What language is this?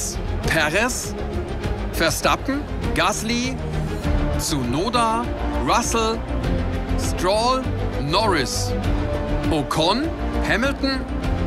German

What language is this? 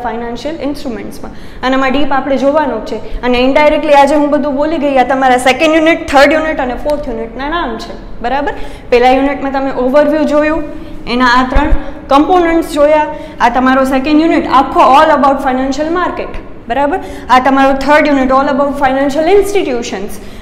Gujarati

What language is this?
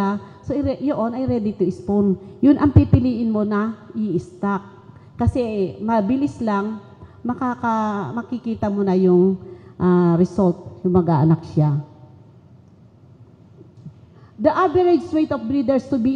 Filipino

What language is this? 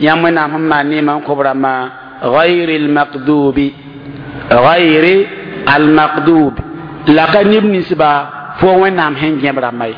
Mossi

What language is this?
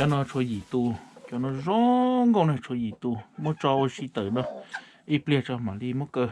Hmong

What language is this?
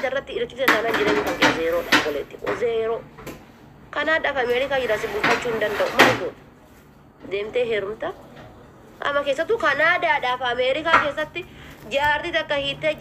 Oromo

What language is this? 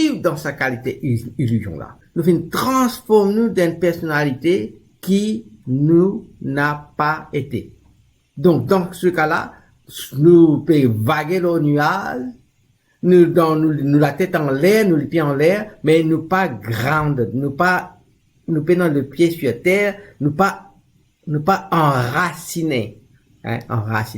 Morisyen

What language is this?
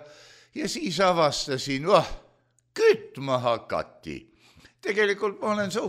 Estonian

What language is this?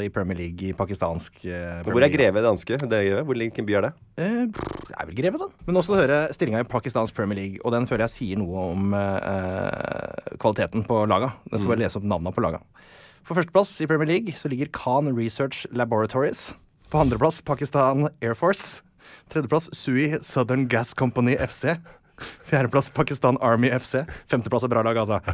Norwegian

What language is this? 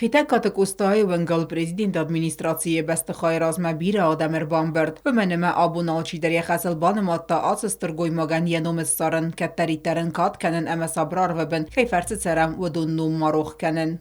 Ossetic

